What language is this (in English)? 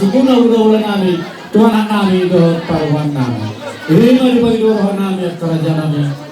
Batak Toba